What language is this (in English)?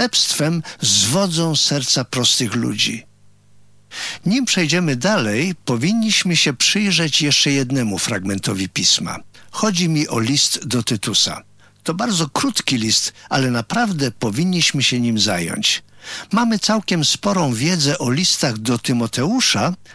Polish